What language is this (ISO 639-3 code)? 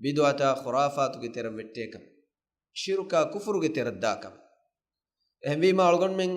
div